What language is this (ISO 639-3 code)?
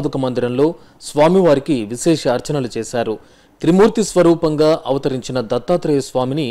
tel